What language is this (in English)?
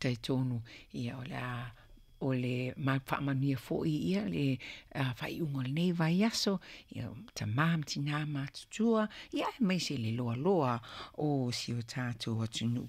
Samoan